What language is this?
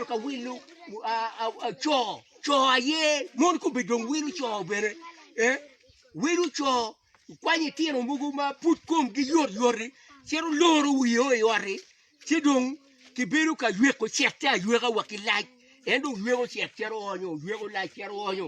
Acoli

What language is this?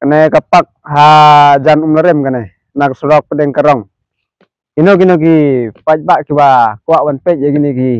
Khasi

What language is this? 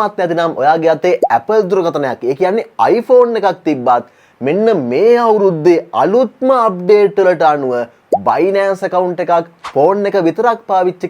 Sinhala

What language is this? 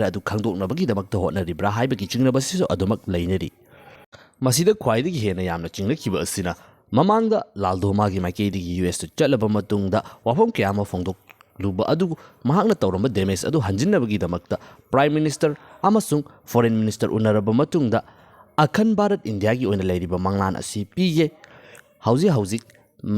Manipuri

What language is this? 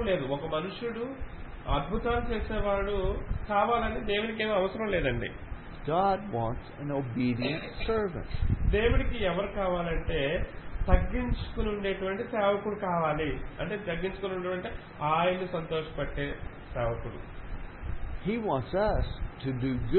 Telugu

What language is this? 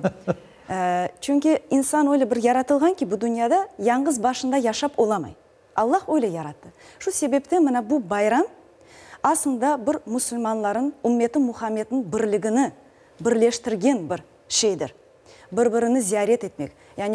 Crimean Tatar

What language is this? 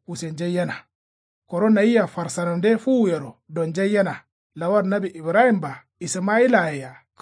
Kanuri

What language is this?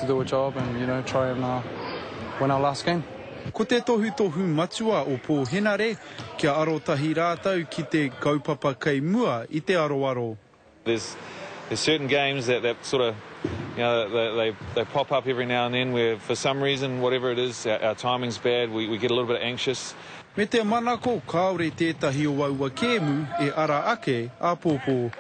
Māori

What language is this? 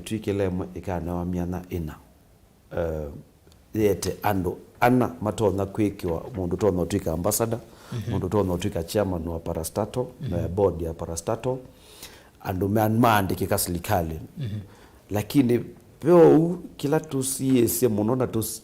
Kamba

